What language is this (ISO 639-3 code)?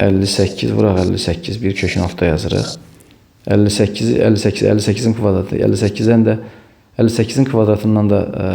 aze